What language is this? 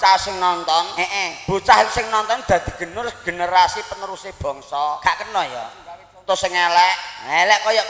Javanese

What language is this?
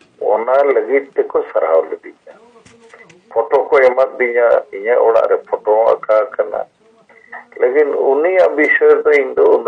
Santali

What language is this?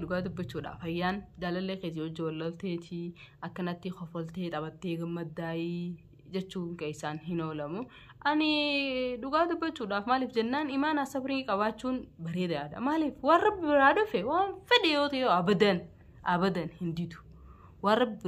Oromo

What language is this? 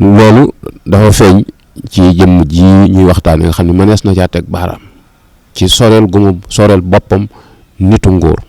Wolof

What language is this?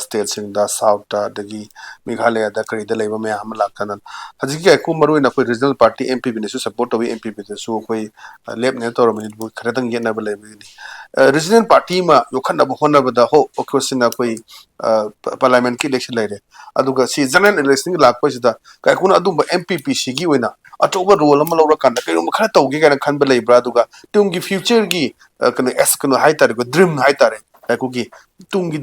Manipuri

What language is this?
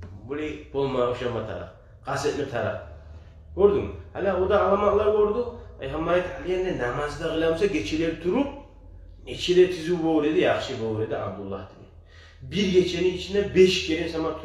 Kumyk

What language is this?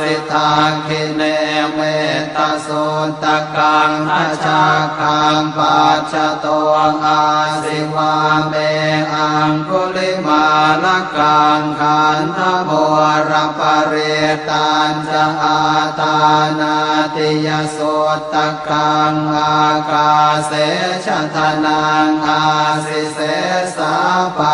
Pali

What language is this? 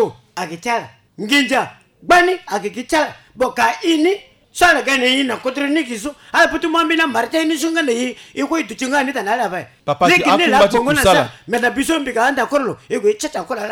Sango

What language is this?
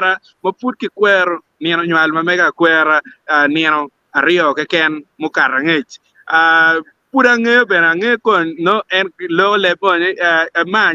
Acoli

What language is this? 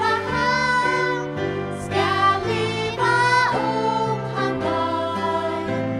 Faroese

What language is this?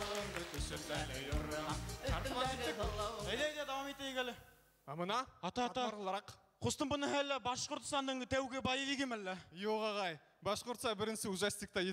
Bashkir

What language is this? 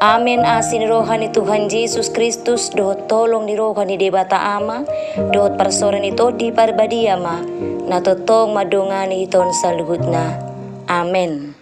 Batak Toba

